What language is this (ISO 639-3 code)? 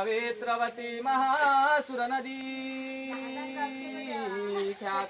mar